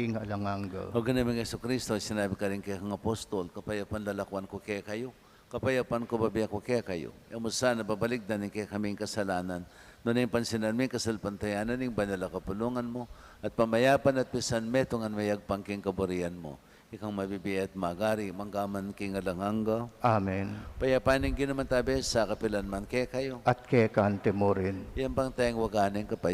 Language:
Pampanga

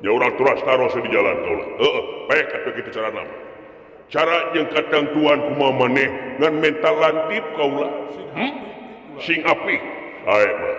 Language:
Sundanese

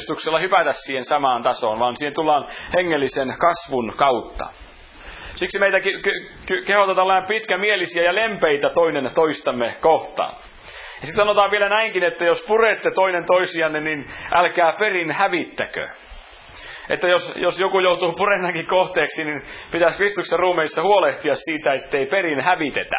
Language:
Finnish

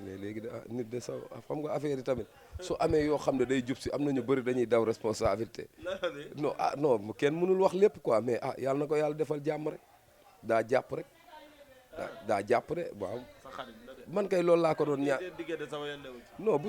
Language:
Wolof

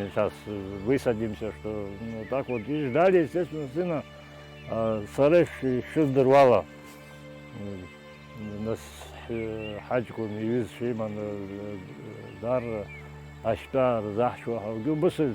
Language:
Abkhazian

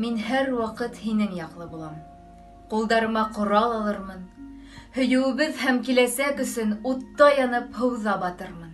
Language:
Bashkir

